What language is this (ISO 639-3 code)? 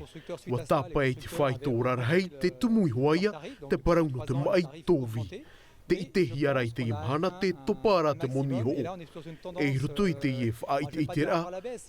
tah